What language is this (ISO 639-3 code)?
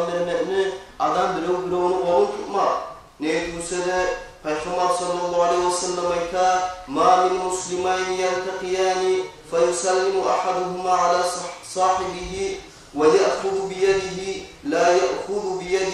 kum